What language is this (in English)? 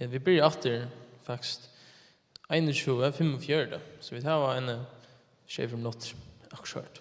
Faroese